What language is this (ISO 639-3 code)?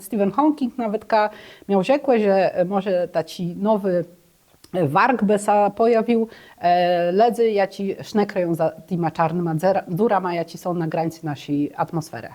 csb